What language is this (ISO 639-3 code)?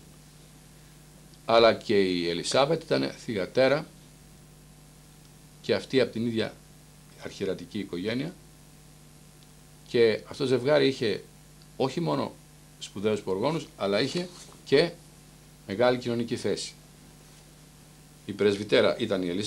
ell